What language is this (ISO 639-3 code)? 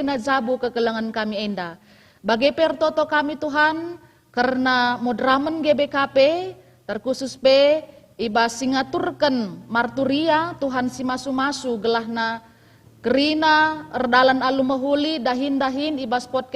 btx